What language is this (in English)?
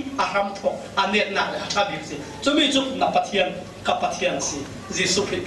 Falam Chin